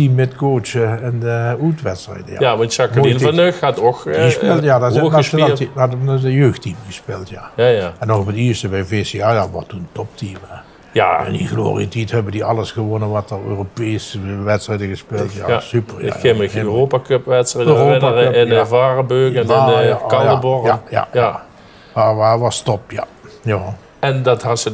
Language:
Limburgish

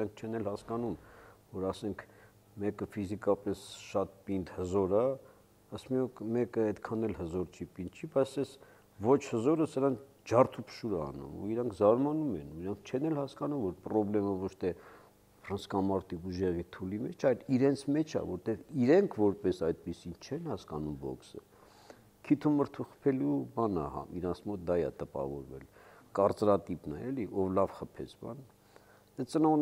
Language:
Armenian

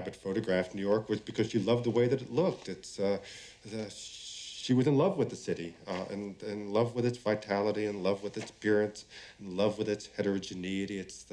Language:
English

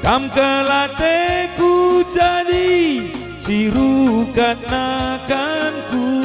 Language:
Batak Karo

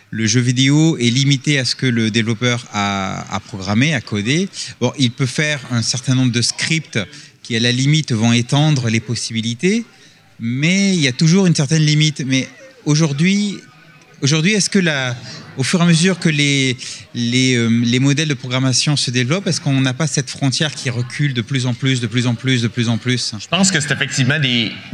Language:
French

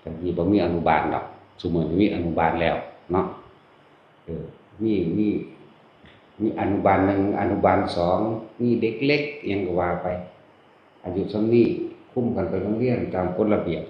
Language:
Northeastern Thai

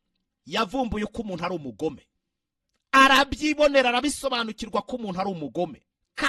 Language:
Kinyarwanda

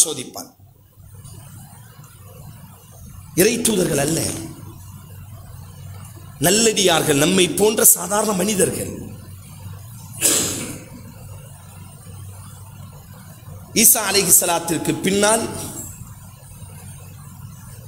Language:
Tamil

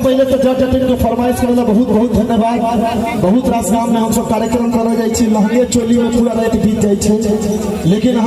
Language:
Maithili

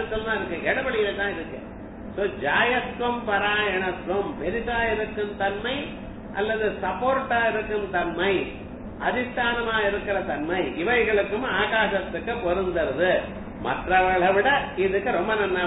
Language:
Tamil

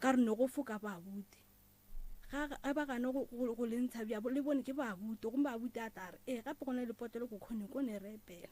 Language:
Northern Sotho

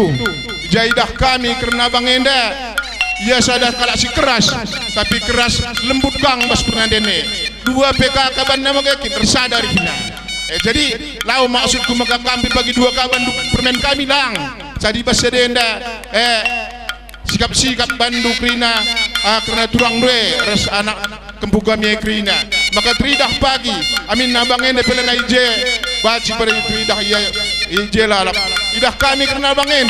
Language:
Batak Karo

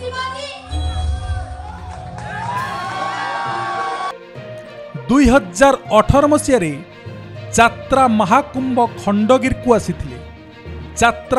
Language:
Odia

